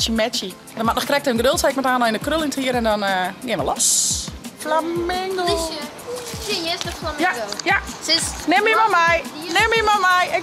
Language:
Western Frisian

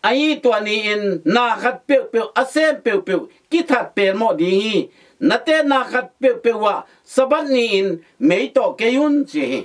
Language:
Tedim Chin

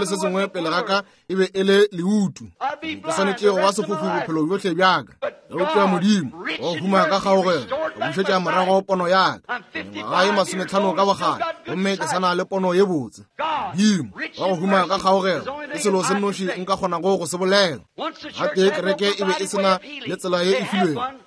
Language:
Northern Sotho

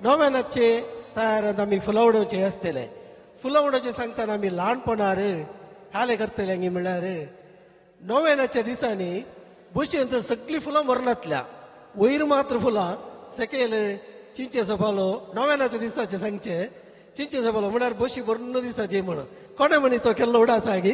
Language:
Konkani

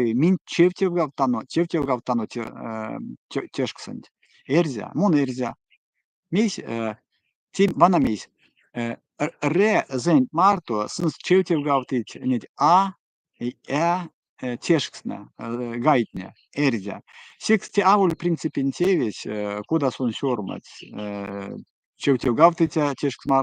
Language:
Erzya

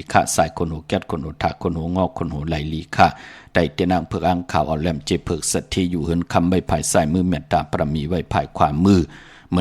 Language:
Shan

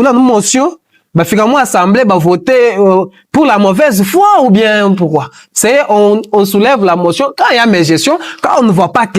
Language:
Luba-Lulua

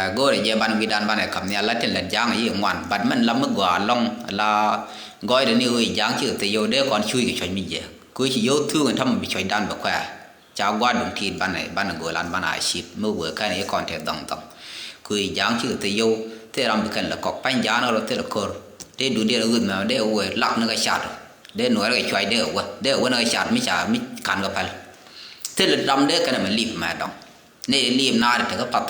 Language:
Nuer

